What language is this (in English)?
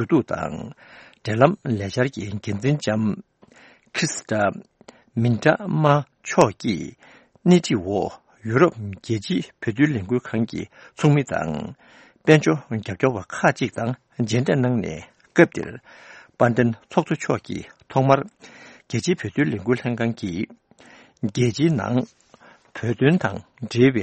Tibetan